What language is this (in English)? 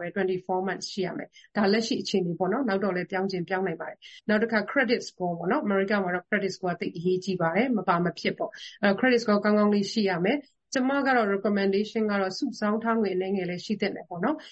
Burmese